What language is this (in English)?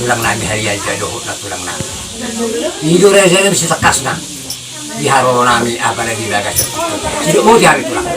Batak Toba